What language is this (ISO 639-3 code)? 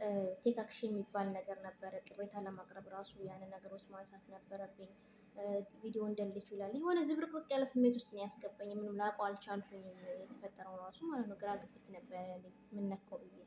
amh